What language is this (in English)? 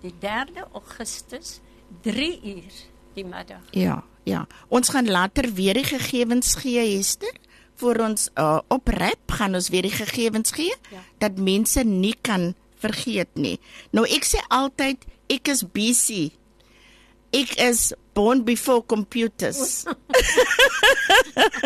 Afrikaans